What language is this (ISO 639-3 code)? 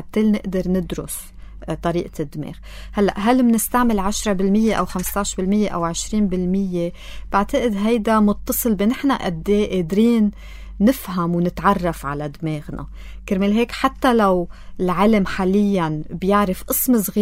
apc